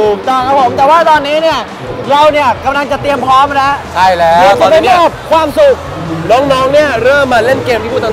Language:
Thai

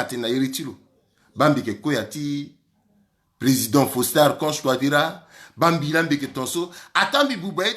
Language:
Sango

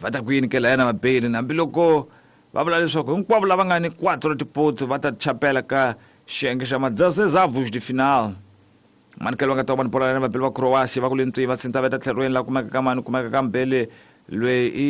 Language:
Tsonga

